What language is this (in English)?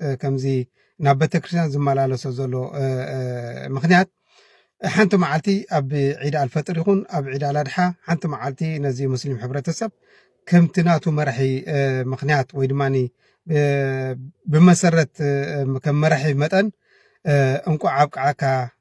Tigrinya